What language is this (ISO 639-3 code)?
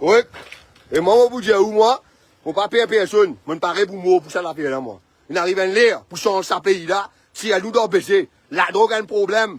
mfe